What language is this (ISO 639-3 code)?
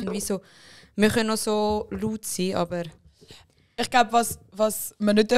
gsw